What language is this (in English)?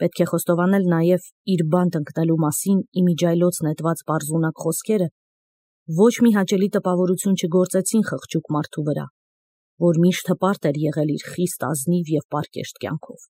Armenian